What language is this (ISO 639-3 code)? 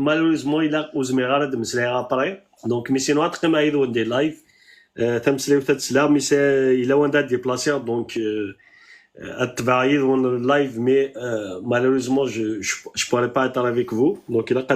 kab